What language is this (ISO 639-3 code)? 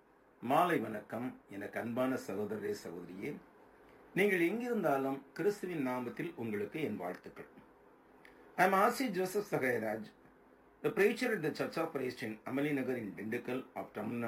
tam